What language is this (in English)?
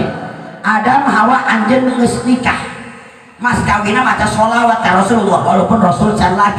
Sundanese